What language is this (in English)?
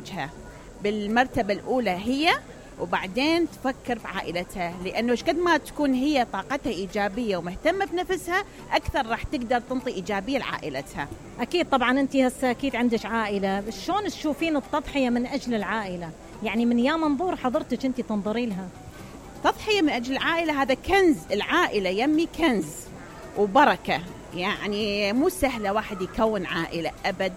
Mesopotamian Arabic